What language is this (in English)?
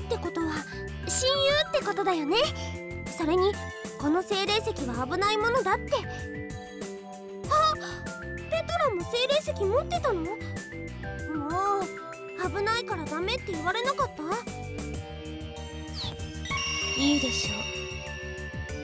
Japanese